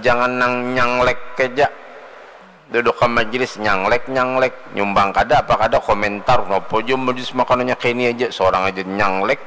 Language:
Banjar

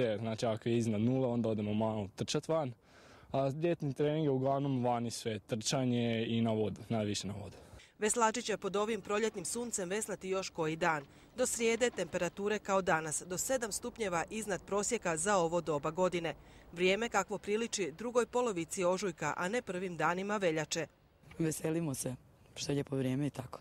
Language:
Croatian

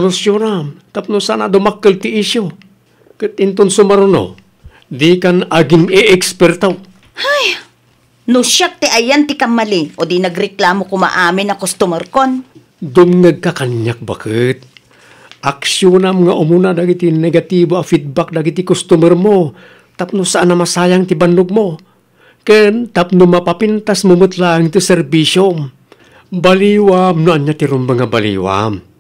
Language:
Iloko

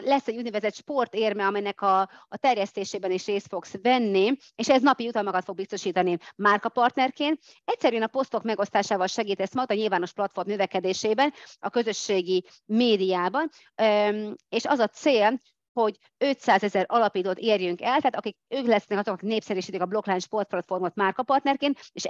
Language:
Hungarian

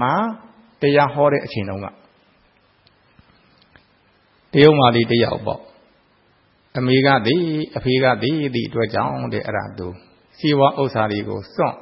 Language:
Burmese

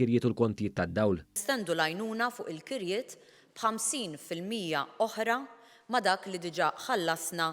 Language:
Maltese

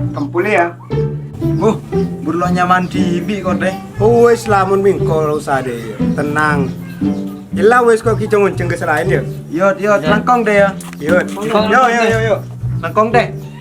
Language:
Madurese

